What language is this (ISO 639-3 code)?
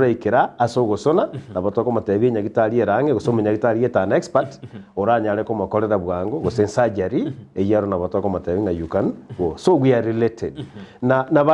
guz